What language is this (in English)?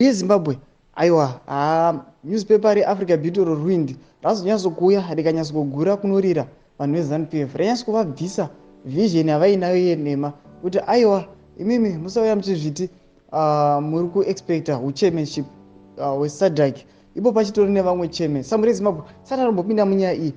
Shona